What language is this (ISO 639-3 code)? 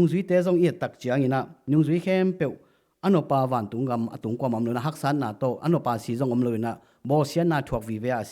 ctd